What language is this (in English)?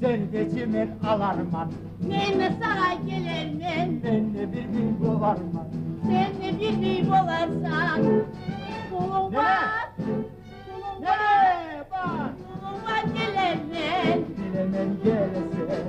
Kumyk